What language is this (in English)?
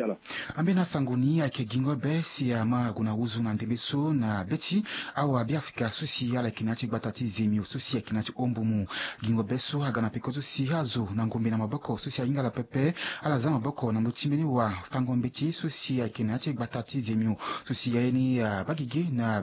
Sango